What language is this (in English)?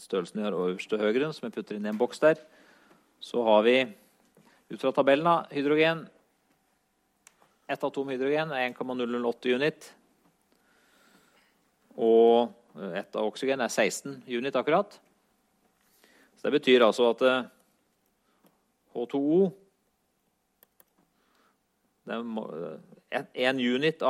Norwegian